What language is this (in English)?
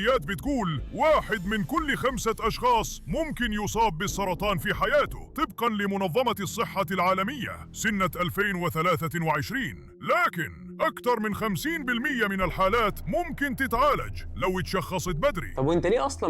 Egyptian Arabic